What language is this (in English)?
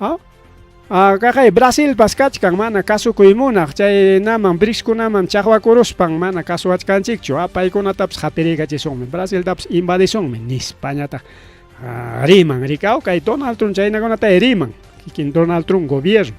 Ayacucho Quechua